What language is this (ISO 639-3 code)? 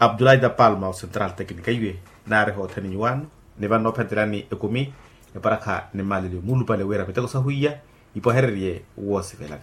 vmw